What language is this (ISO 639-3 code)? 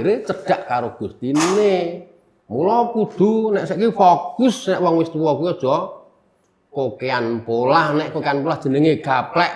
jav